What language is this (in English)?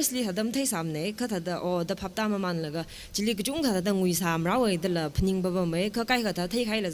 Tangkhul Naga (India)